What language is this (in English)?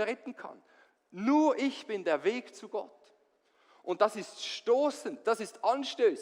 Swiss German